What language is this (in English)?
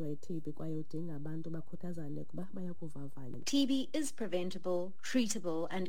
Xhosa